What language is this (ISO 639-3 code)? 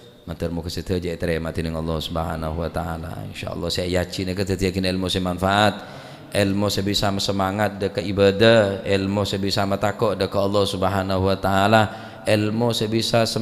mad